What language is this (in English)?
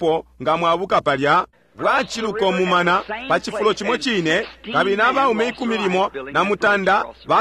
Bemba